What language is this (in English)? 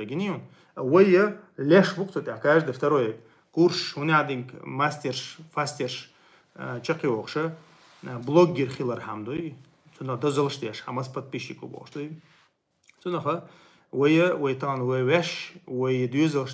Chechen